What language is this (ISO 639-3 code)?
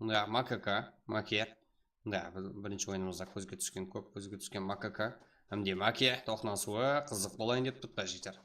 kaa